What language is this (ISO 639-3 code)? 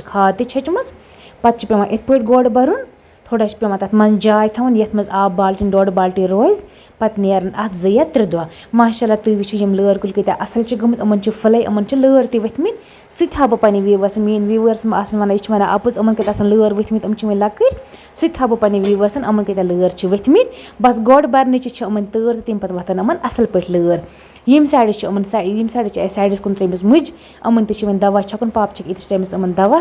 kas